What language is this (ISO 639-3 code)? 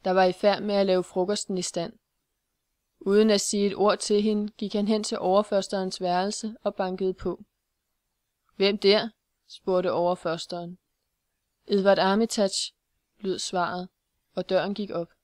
dan